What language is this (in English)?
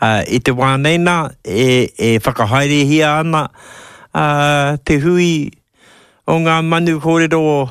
Māori